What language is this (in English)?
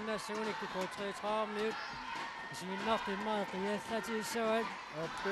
Kalaallisut